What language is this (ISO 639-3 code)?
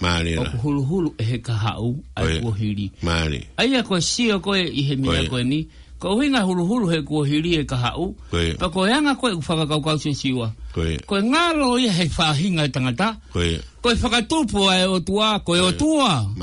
ton